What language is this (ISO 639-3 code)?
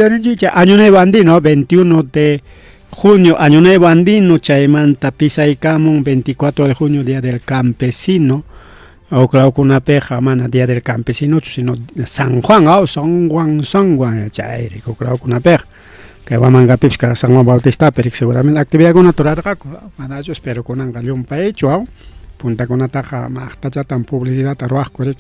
quy